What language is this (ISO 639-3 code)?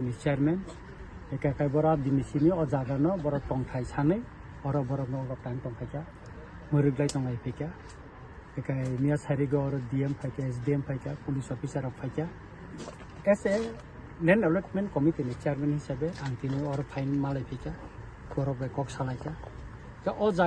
trp